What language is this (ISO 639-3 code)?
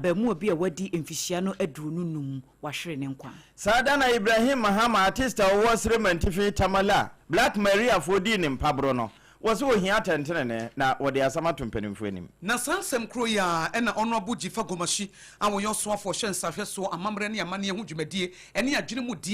aka